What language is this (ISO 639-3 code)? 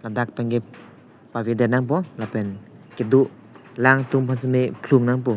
mjw